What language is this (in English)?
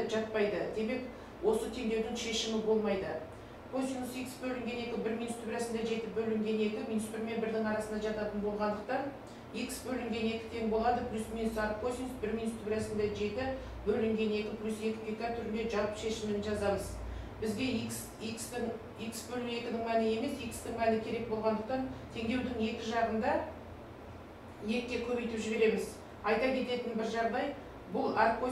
Kazakh